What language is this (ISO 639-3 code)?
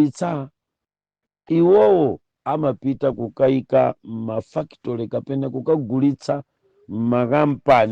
nya